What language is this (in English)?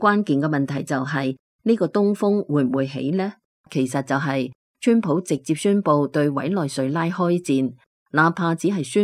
Cantonese